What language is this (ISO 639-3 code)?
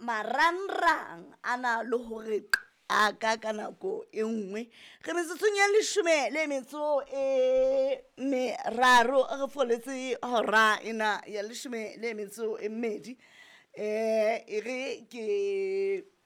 sot